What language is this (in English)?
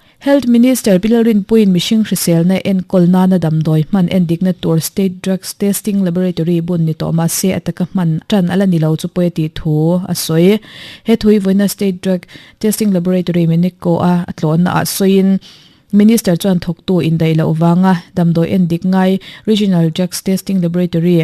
Mizo